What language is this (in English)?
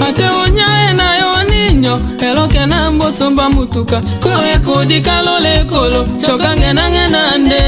Tetela